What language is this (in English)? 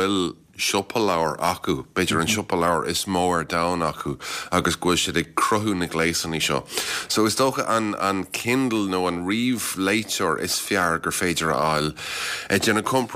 Irish